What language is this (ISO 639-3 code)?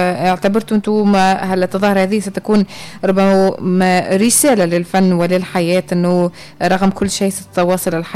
aeb